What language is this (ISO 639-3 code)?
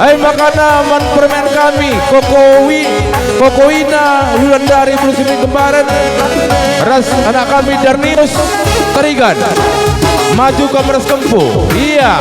btx